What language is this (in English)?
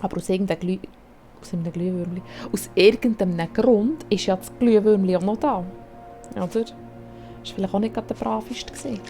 Swiss German